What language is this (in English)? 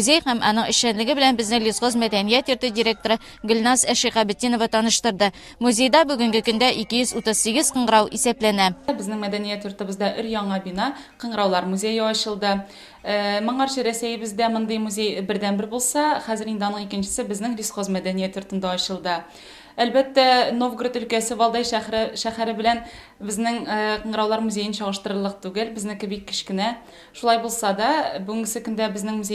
Tatar